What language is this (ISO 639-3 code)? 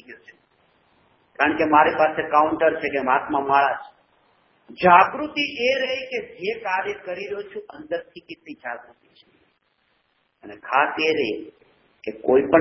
guj